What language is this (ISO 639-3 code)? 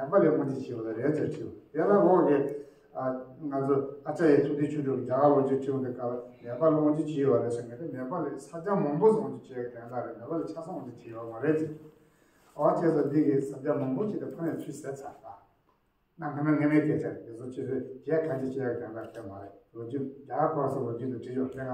bod